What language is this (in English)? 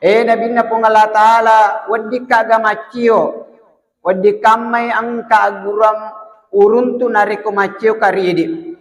Buginese